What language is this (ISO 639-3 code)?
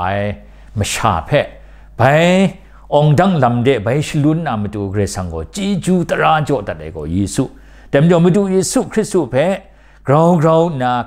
kac